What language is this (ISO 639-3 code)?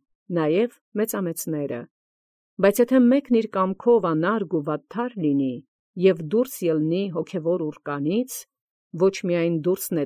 hye